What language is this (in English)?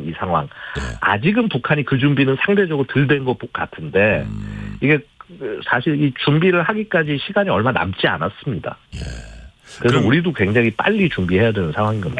Korean